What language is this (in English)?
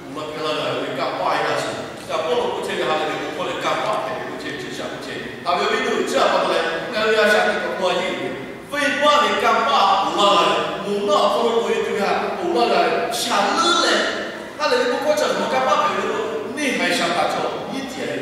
Lahu